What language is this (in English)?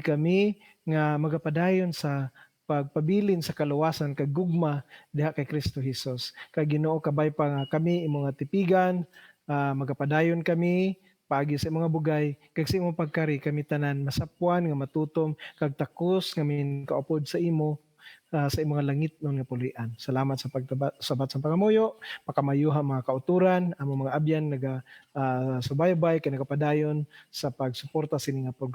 Hiligaynon